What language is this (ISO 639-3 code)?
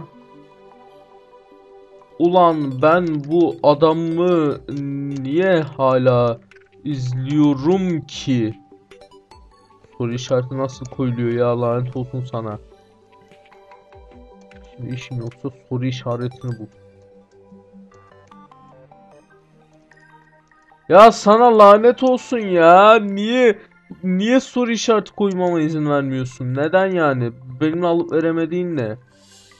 tur